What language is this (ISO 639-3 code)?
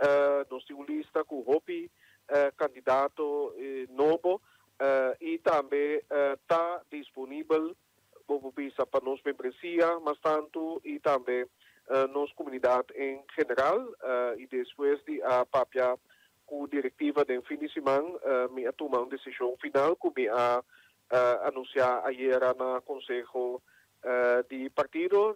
pap